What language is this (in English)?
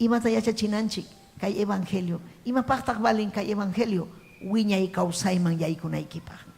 Ayacucho Quechua